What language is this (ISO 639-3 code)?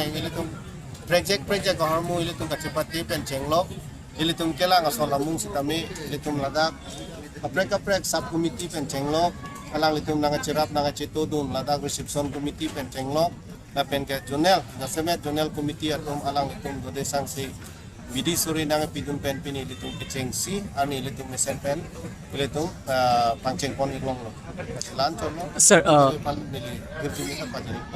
mjw